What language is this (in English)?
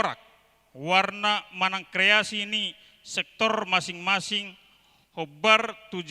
Batak Toba